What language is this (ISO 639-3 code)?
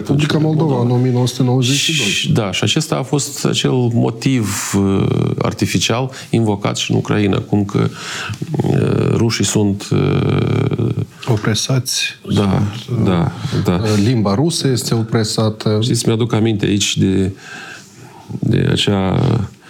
ron